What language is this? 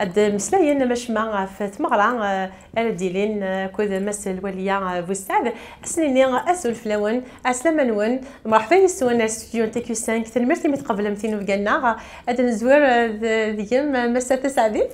Kabyle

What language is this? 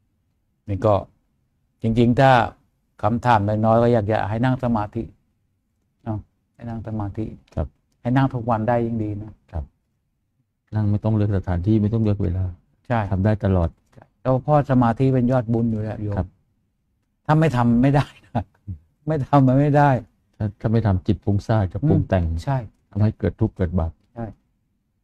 Thai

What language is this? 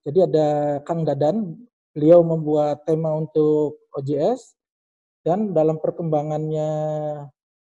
Indonesian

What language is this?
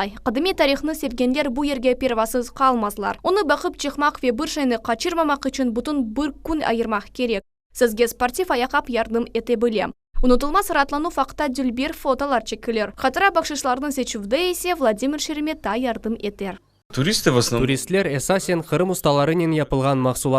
Crimean Tatar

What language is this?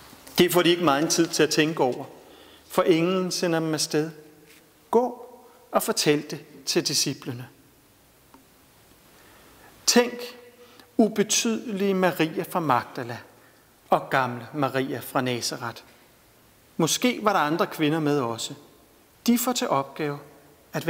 Danish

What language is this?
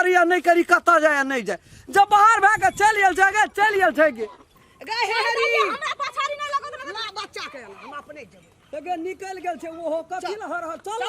Maithili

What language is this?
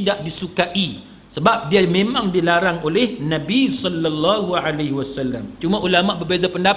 Malay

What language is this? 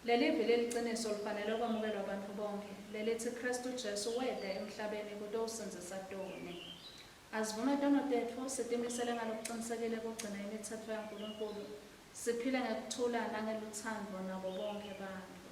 Swati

